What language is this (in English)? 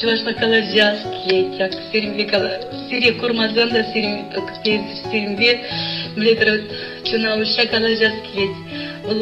Chuvash